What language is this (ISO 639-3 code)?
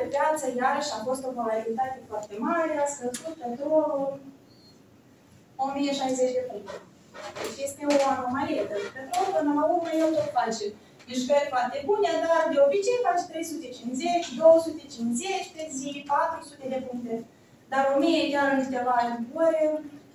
ron